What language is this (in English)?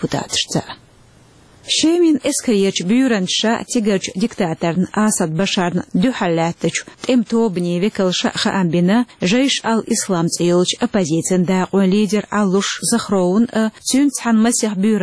Chechen